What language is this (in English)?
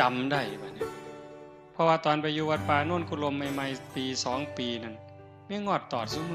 Northeastern Thai